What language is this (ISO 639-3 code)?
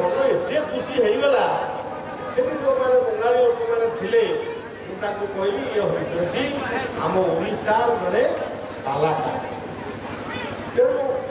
ori